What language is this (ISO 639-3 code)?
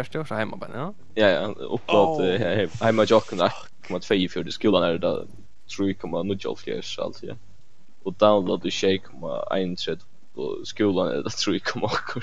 fao